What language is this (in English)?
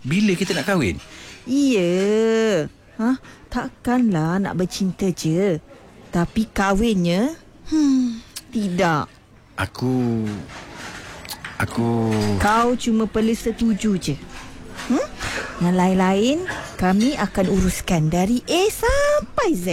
Malay